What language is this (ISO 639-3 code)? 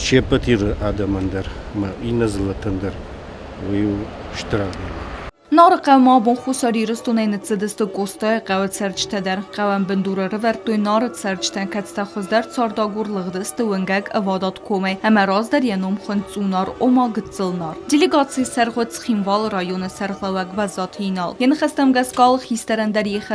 oss